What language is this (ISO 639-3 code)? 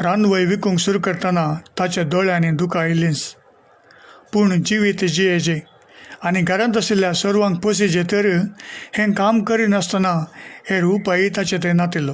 kok